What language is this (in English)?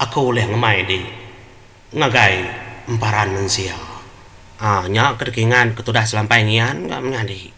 Iban